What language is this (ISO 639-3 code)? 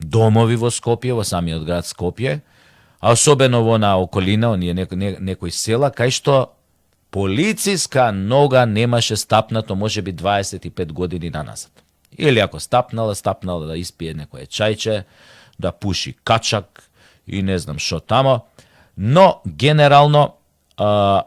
mkd